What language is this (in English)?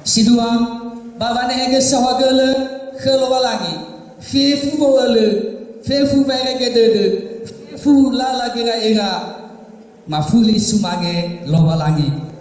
Nias